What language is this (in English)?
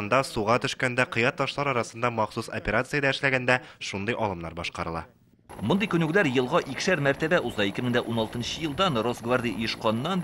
Tatar